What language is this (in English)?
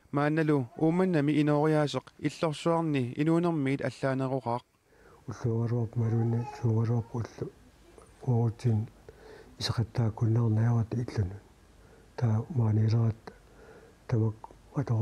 Kalaallisut